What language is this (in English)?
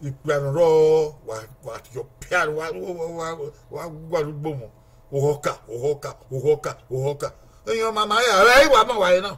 Bini